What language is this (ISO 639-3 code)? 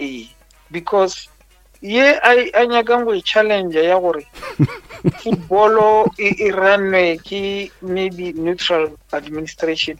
nso